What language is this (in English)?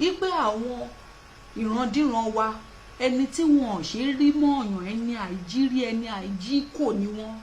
Yoruba